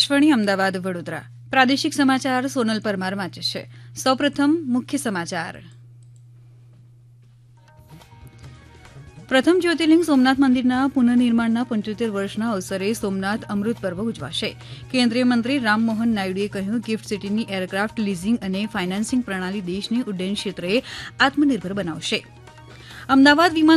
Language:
Gujarati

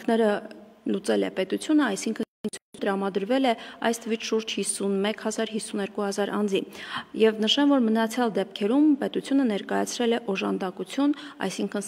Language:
Armenian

